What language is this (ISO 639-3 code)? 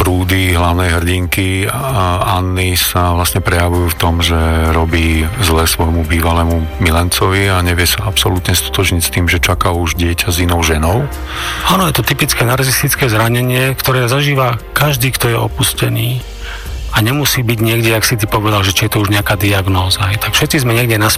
slk